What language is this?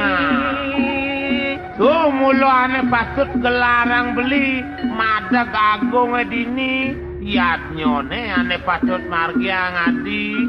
Balinese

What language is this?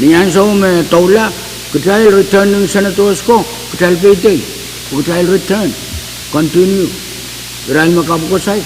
Pohnpeian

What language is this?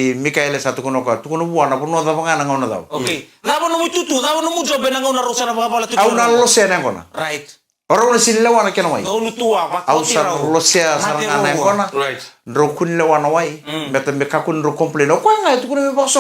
Fijian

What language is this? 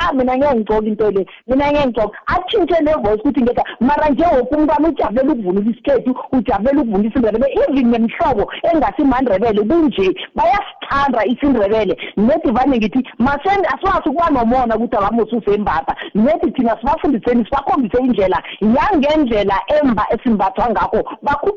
South Ndebele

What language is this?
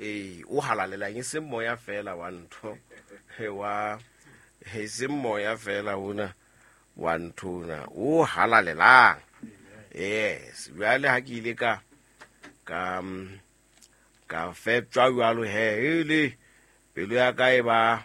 Southern Sotho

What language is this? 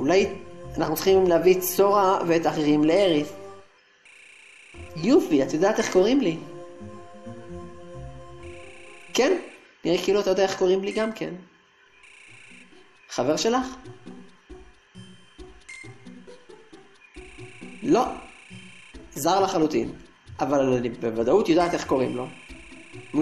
Hebrew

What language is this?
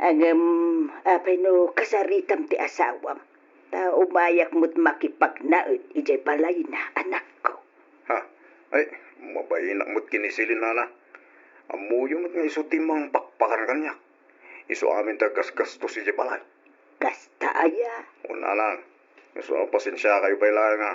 Iloko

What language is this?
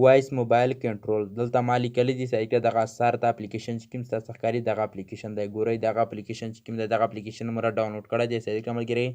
Pashto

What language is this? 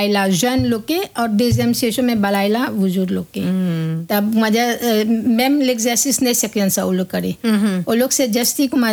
Bhojpuri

